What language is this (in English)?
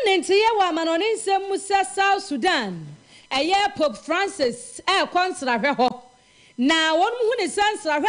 Akan